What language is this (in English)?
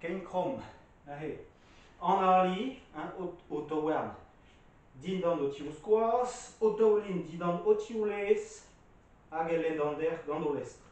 Breton